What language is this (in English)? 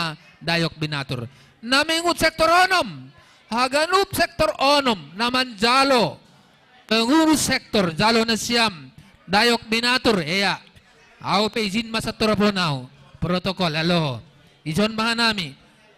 Batak Simalungun